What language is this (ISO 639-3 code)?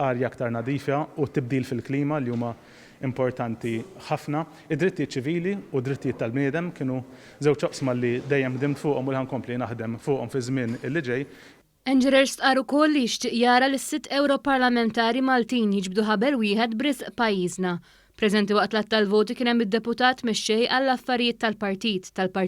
mlt